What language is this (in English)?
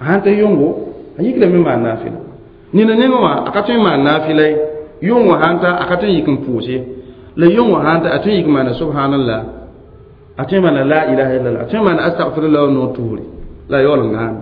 Mossi